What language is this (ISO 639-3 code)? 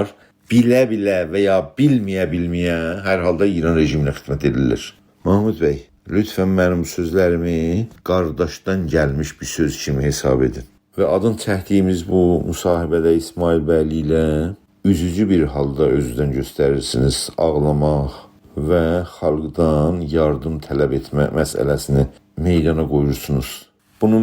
azb